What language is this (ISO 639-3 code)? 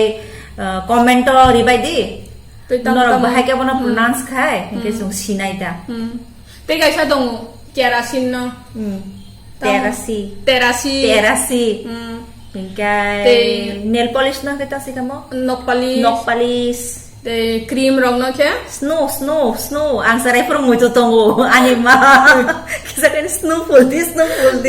trp